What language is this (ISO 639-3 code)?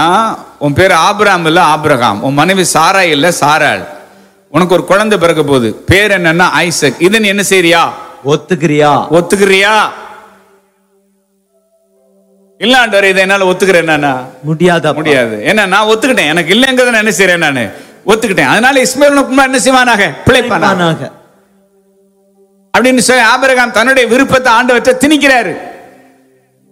tam